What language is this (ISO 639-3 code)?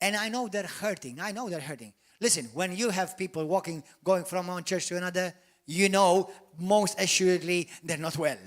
eng